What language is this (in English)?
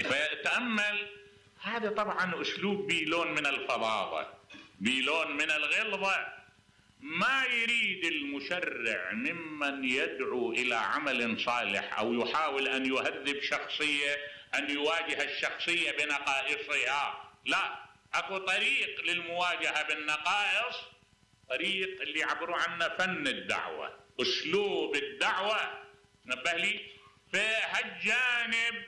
Mesopotamian Arabic